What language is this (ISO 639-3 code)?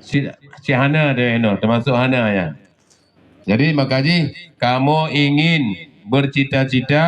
ace